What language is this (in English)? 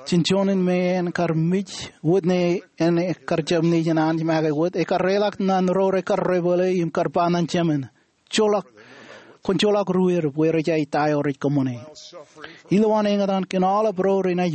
Marshallese